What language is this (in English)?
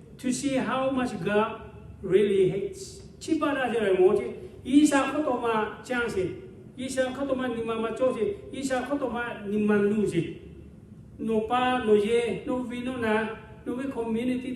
Lahu